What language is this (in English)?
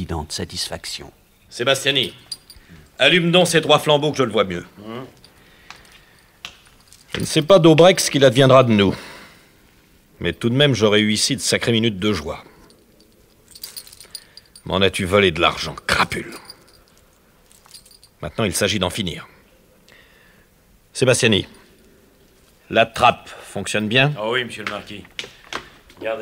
French